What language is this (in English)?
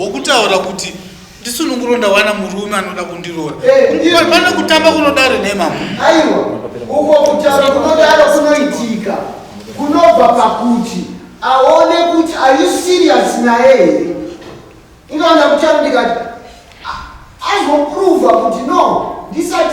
Shona